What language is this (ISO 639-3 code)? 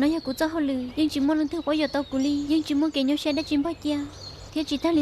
hmn